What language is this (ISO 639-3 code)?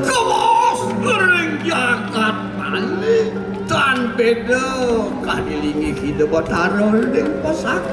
ban